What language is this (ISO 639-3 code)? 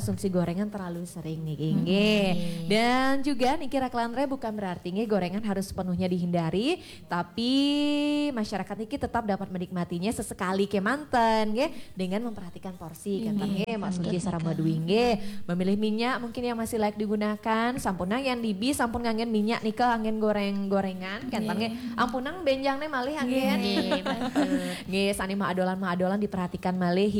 ban